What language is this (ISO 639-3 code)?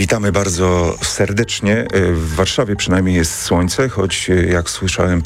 pol